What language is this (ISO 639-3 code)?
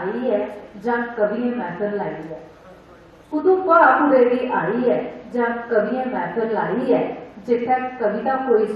doi